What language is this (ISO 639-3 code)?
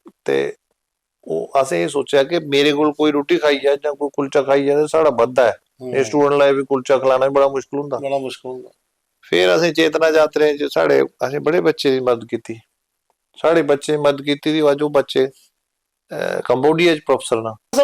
doi